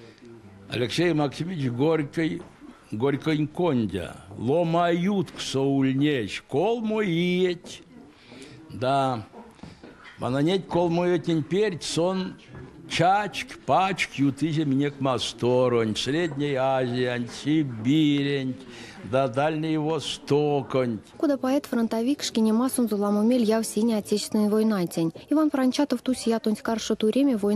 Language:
Erzya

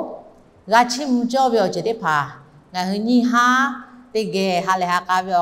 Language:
Lahu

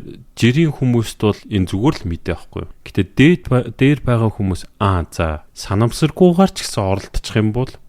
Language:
Mongolian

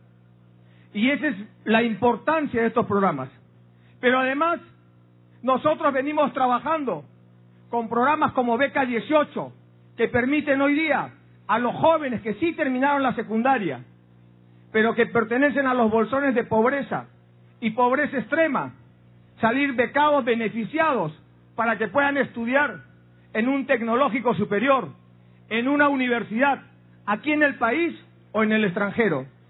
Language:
Spanish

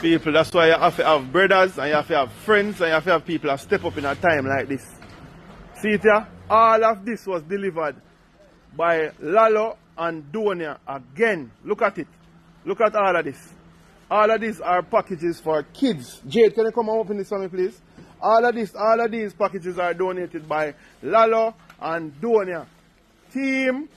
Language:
Jamaican Creole English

